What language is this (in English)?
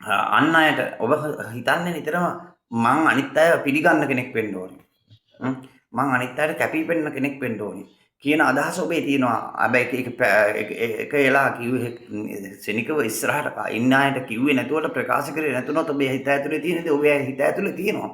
Sinhala